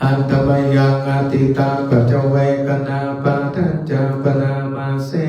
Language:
Pali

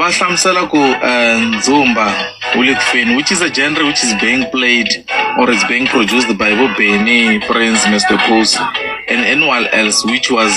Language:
Tsonga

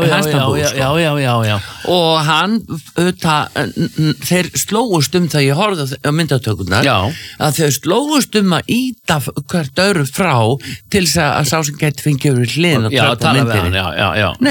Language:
Icelandic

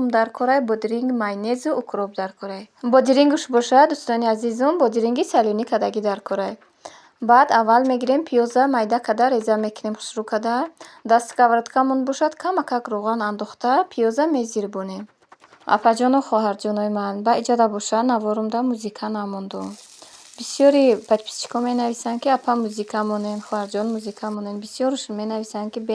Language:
Tajik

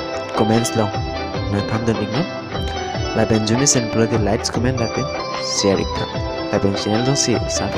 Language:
Karbi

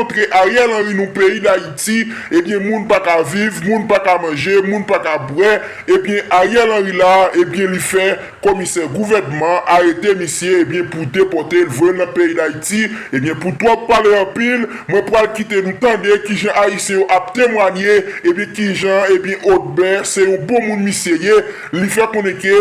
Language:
Haitian Creole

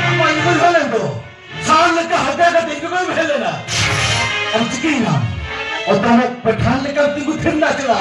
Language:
Santali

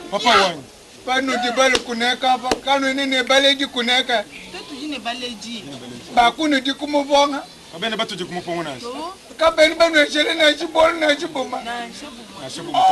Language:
Luba-Lulua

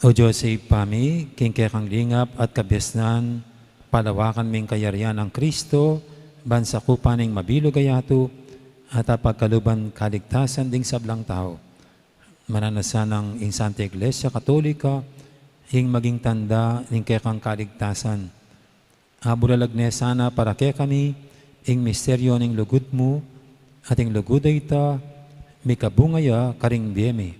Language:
Pampanga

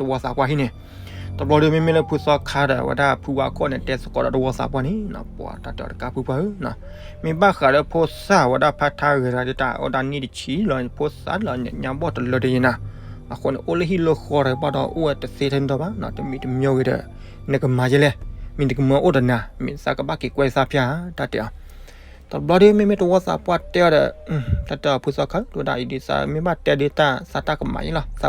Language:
S'gaw Karen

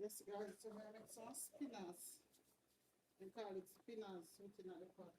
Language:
Jamaican Creole English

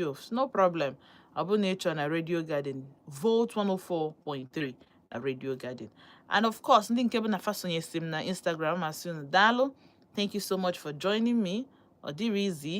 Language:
Igbo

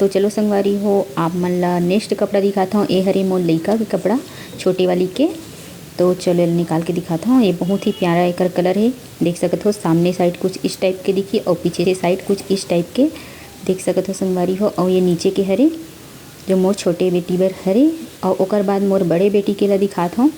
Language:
Chhattisgarhi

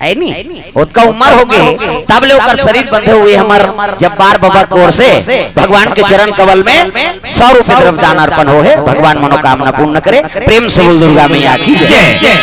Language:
Chhattisgarhi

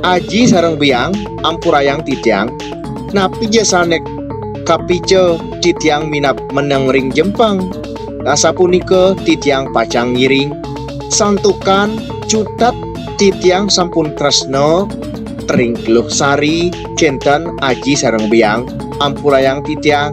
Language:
Balinese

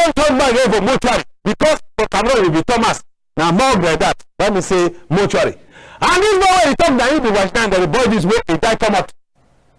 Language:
Cameroon Pidgin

